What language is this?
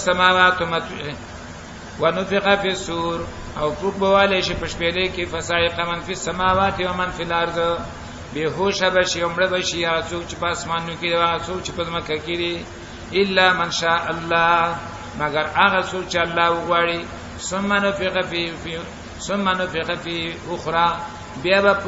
Pashto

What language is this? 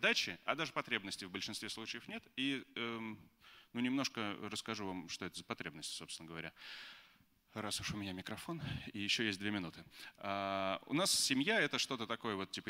Russian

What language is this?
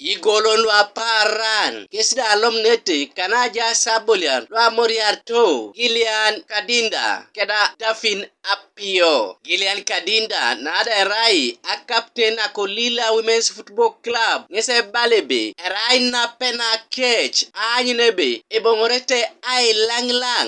Teso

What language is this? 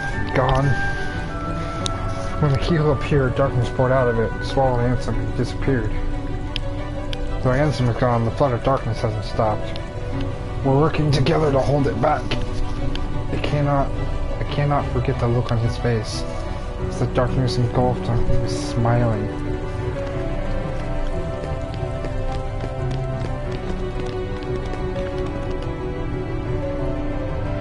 English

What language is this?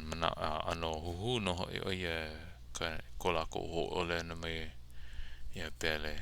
Hawaiian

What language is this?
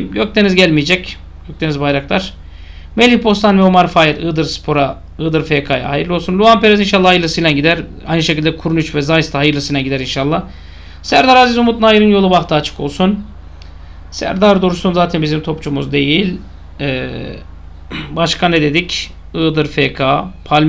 Turkish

